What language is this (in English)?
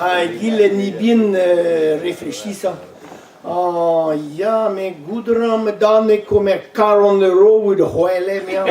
Breton